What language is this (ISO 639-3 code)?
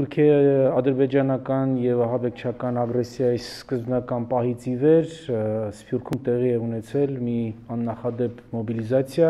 hye